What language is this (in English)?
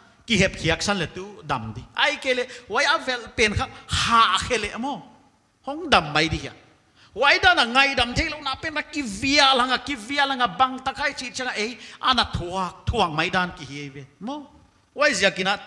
Paite Chin